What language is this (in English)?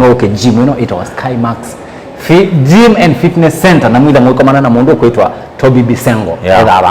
Kamba